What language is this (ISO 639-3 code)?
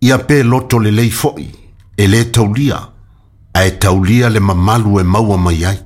smo